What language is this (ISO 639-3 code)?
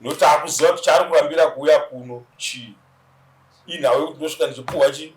sna